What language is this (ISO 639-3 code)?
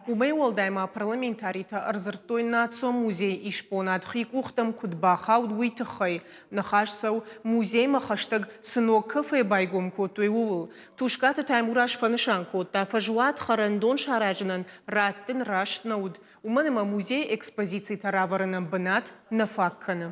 oss